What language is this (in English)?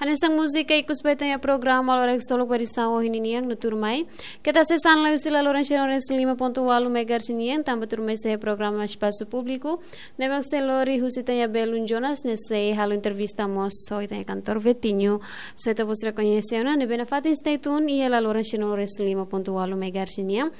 Tetum